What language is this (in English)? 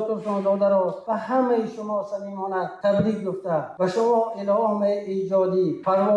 Tajik